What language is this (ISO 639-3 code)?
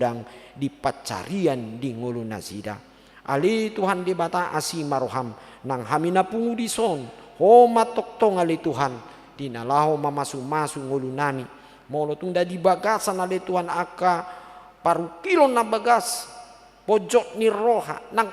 bbc